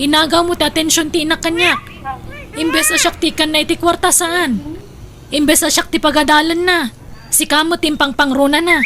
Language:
Iloko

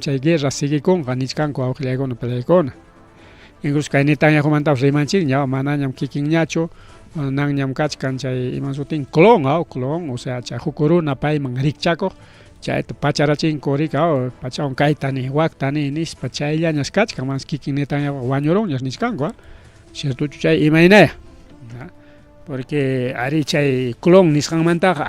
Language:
Ayacucho Quechua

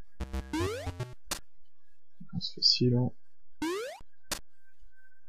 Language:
French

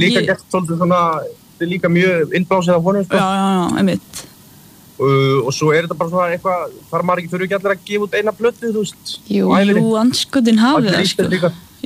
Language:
Icelandic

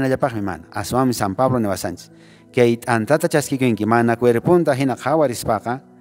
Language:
Quechua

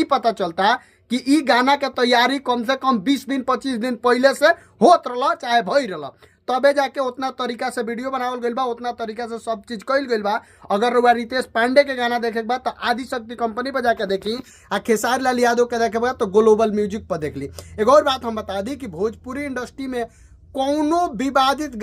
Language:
Bhojpuri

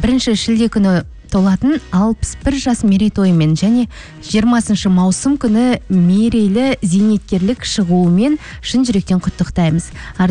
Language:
Kazakh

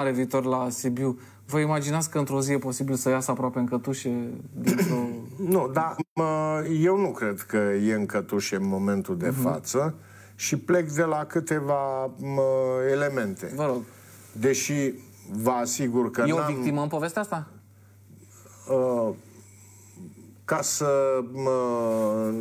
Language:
Romanian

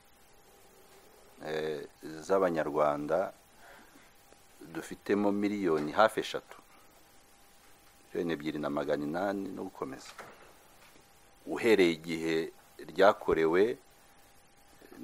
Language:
Kinyarwanda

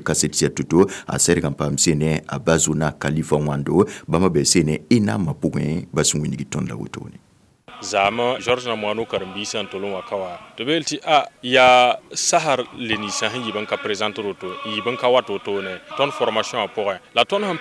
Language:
Mossi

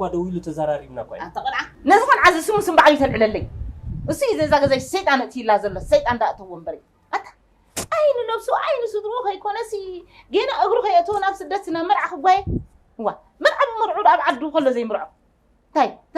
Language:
Tigrinya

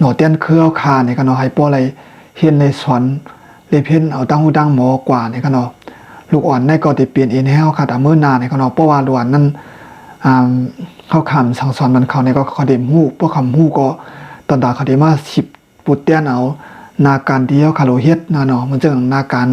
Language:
Shan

